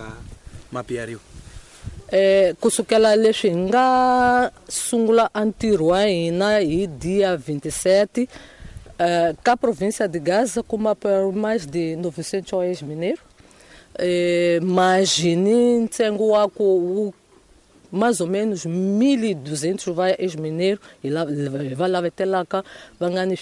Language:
Tsonga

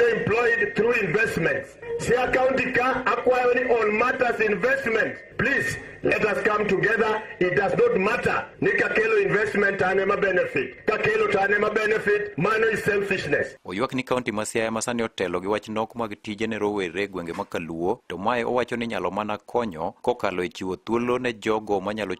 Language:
Luo (Kenya and Tanzania)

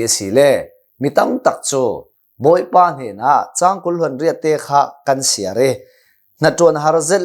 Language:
Hakha Chin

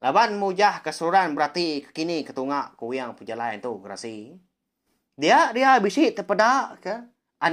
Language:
Iban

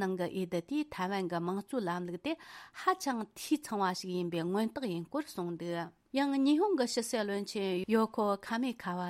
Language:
Tibetan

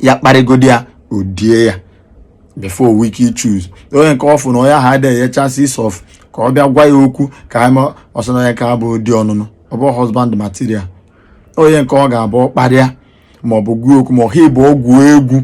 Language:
Igbo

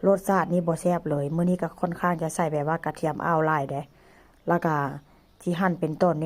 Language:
Northeastern Thai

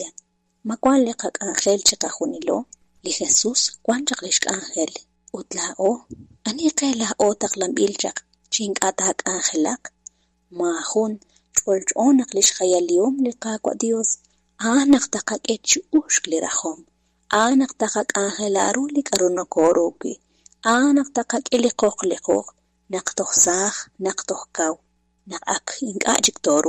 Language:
Kekchí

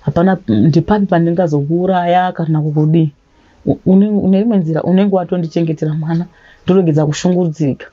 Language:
Shona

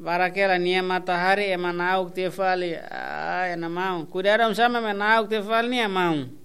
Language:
Tetum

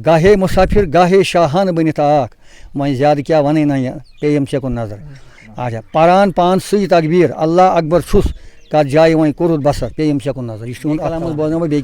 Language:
Kashmiri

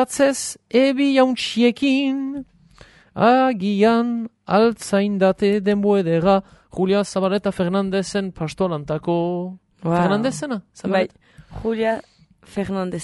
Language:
Basque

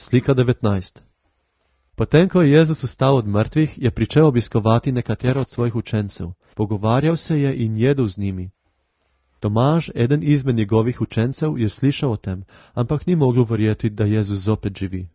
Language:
Slovenian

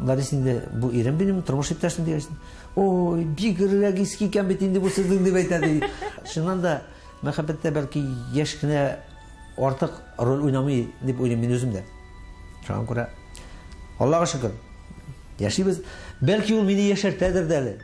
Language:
Tatar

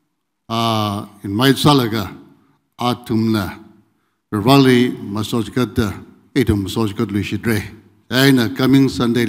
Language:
Tangkhul Naga (India)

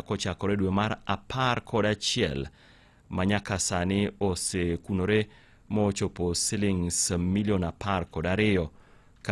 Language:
Luo (Kenya and Tanzania)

